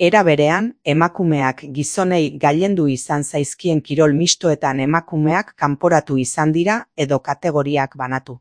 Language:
Basque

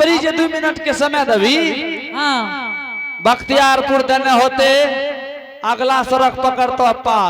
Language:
Angika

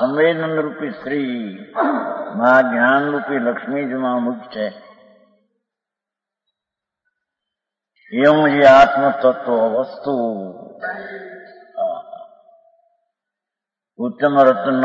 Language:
Gujarati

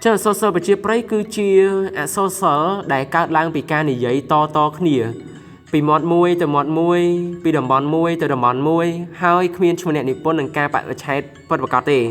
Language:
Khmer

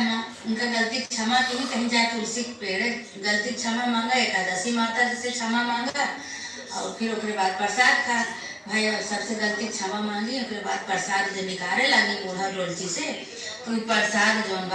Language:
Awadhi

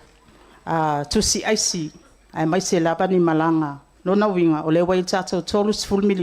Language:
Samoan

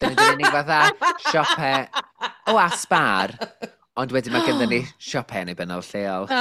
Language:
Welsh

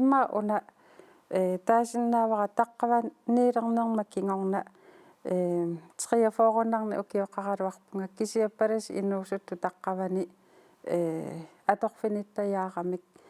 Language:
Kalaallisut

